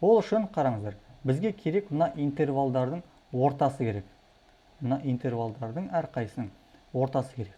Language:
Kazakh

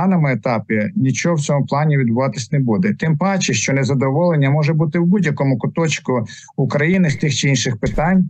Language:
Ukrainian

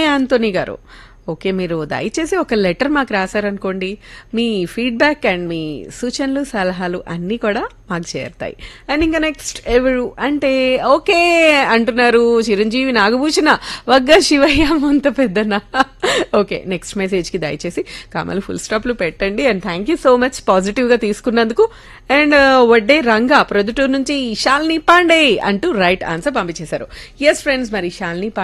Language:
Telugu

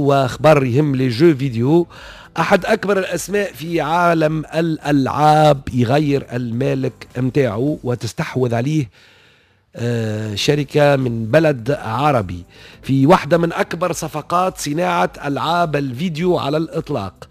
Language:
Tunisian Arabic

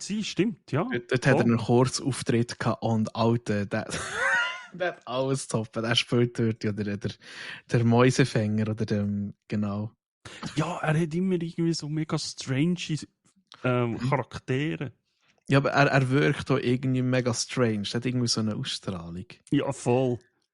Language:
Swiss German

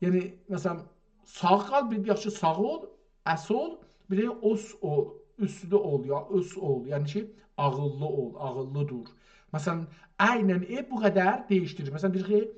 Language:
South Azerbaijani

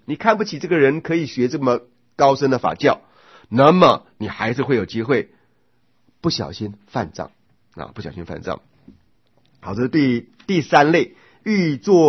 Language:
Chinese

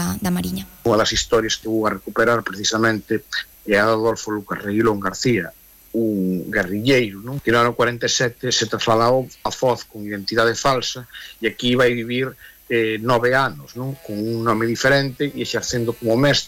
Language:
Galician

